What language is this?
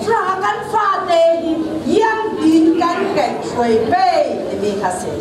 Falam Chin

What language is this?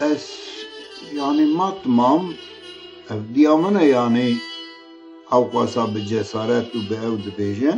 Kurdish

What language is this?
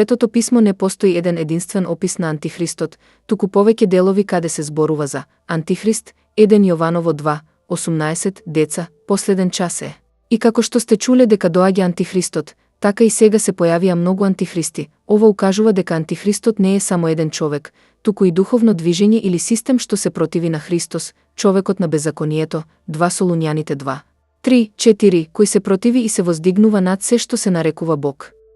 Macedonian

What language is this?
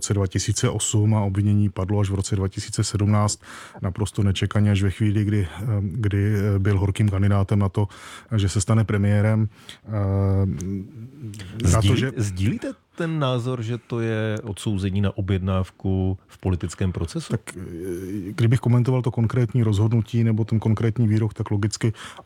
Czech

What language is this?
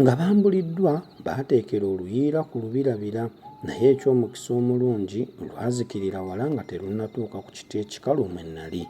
Ganda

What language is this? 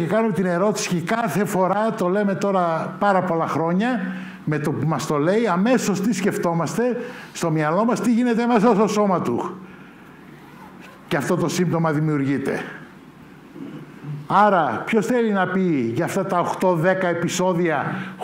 Greek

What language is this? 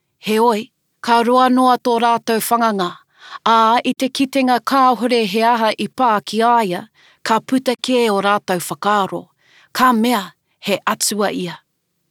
Māori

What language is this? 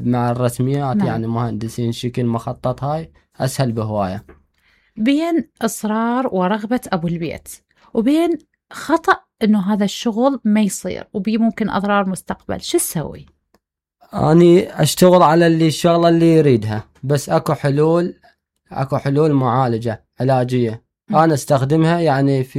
Mesopotamian Arabic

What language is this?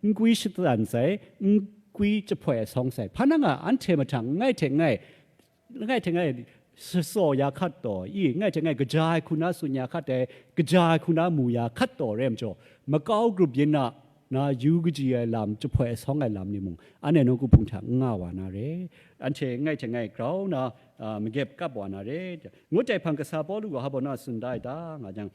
Kachin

